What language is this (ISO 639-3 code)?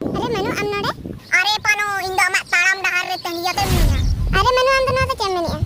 sat